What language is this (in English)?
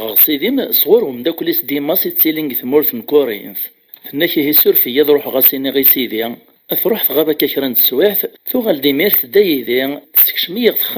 Kabyle